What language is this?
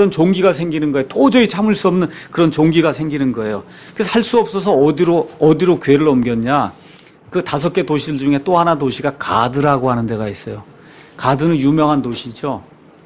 Korean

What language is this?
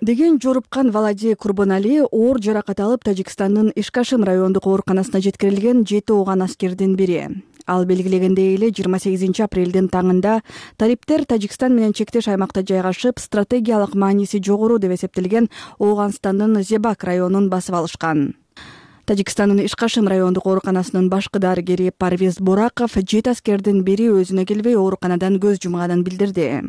Kyrgyz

